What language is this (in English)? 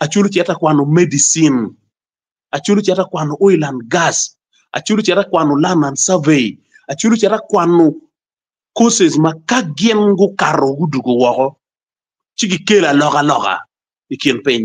Acoli